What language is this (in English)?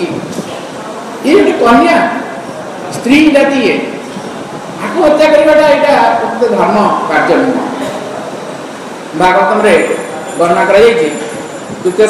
Odia